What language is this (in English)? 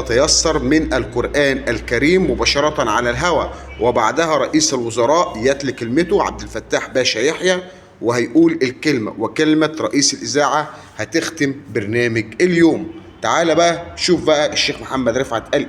Egyptian Arabic